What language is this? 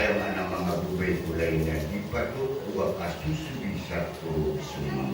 Maranao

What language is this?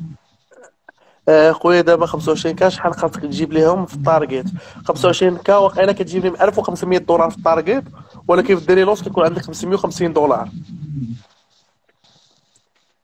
Moroccan Arabic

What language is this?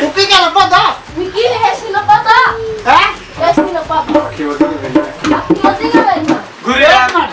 Dogri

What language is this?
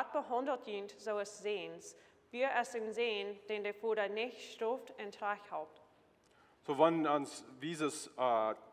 Plautdietsch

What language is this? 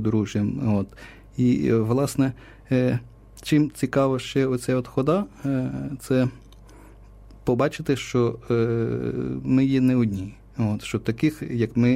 Ukrainian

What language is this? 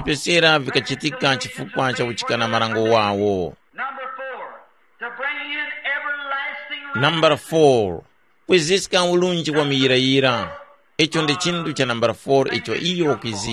Tumbuka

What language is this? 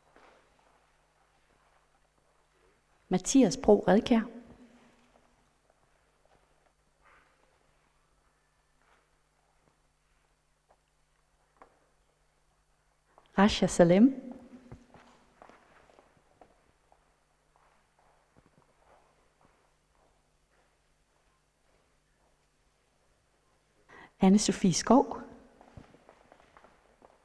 Danish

